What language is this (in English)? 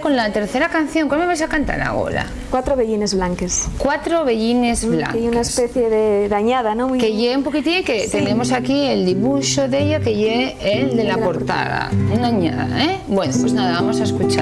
Asturian